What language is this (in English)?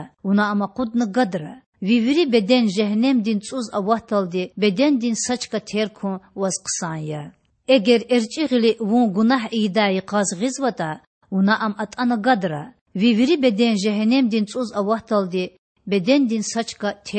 Lezghian